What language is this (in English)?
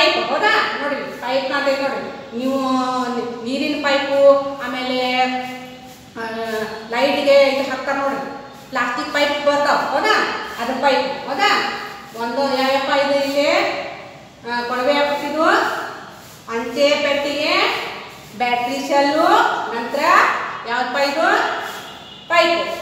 Kannada